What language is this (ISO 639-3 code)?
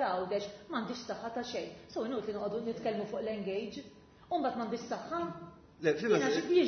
mlt